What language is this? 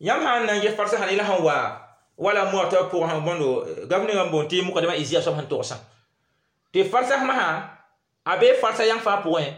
Mossi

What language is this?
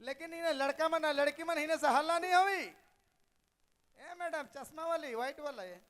Sadri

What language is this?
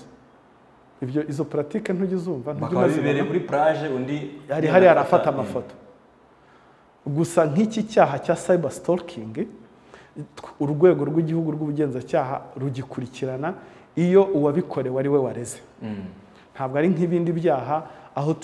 Kinyarwanda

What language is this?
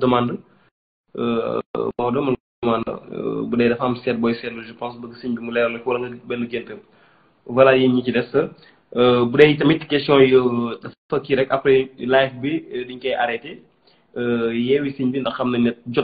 Wolof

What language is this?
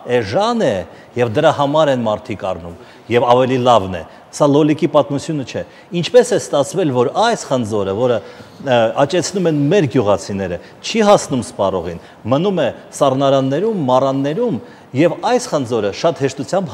Armenian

